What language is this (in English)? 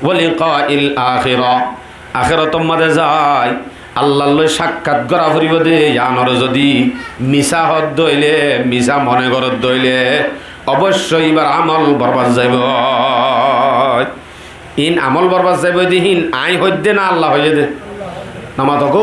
Rohingya